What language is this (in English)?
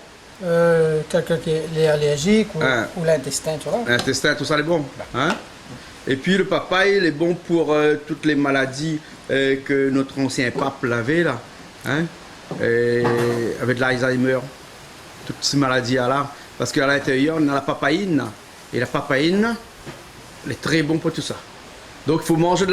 Réunion Creole French